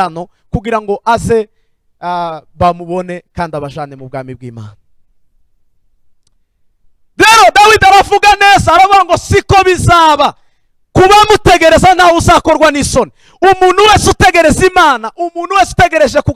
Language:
Kinyarwanda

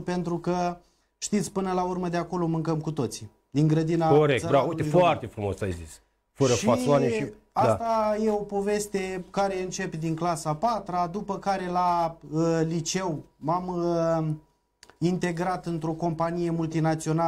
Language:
Romanian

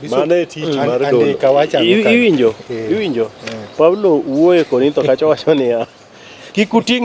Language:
Luo (Kenya and Tanzania)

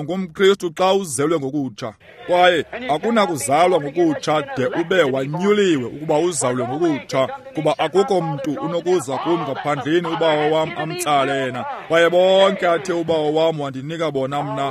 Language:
Xhosa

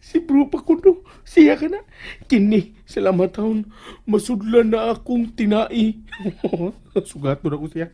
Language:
Cebuano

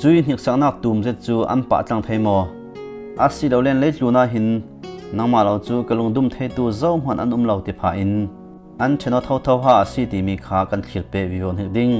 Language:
Falam Chin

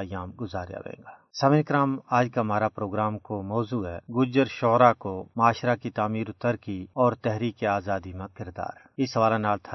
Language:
Gujari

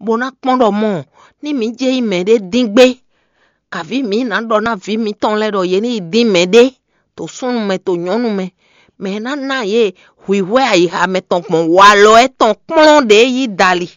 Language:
Fon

